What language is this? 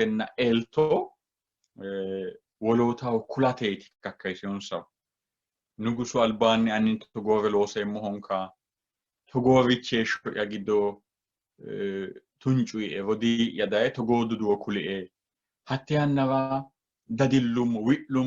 Sidamo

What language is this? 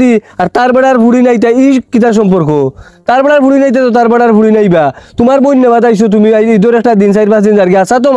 Sylheti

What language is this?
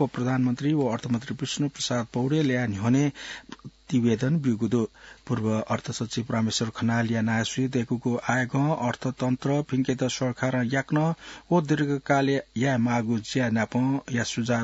Newari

